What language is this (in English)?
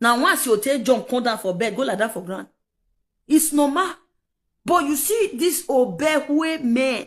Nigerian Pidgin